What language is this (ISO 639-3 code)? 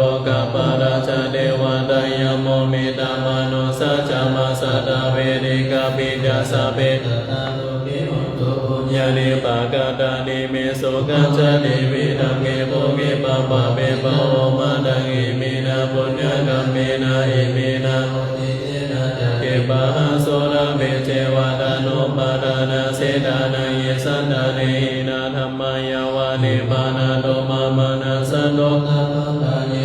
pli